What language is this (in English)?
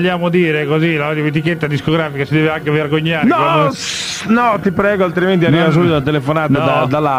Italian